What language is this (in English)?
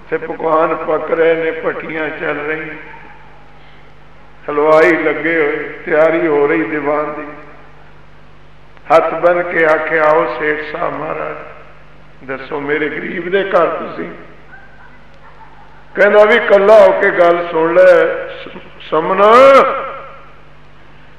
Punjabi